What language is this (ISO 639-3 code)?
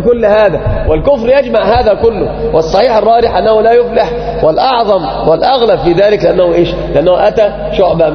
ara